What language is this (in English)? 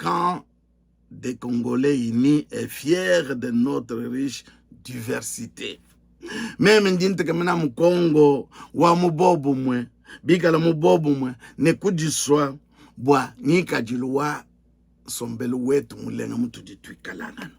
Luba-Lulua